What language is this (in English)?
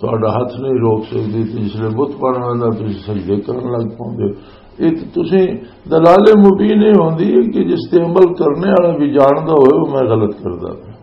Western Panjabi